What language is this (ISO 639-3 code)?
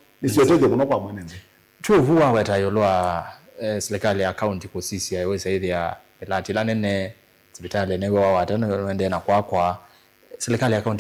kam